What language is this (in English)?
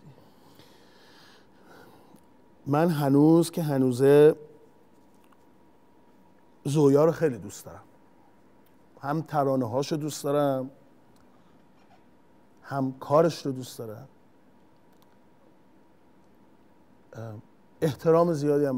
Persian